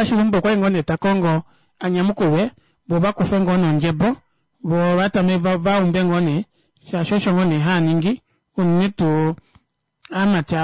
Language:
Kuanyama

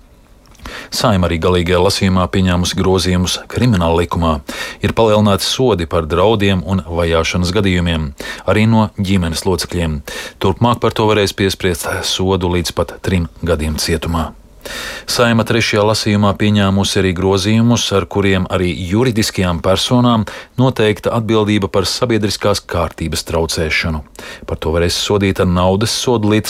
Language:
Latvian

